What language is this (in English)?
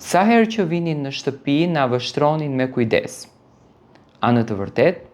Albanian